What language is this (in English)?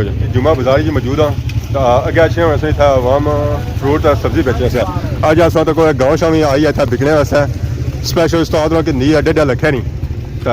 Pahari-Potwari